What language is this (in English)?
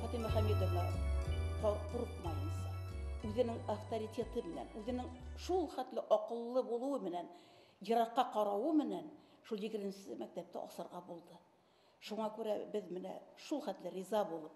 Bashkir